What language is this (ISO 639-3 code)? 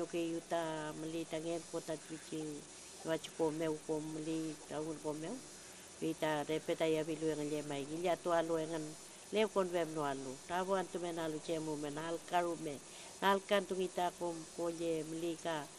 arn